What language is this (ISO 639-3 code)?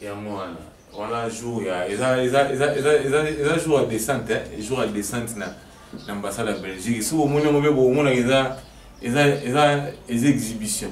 lin